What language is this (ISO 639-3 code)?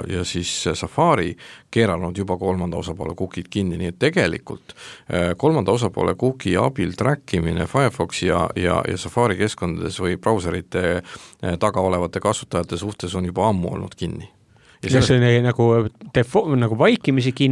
est